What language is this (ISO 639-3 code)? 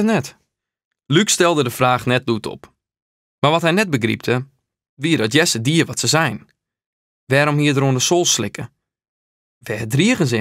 fry